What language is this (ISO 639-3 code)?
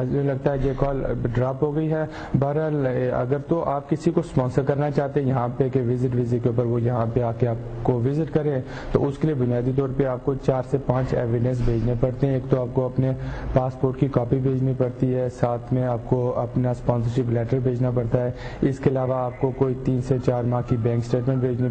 urd